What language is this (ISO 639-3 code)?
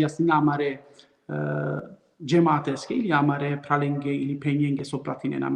rmn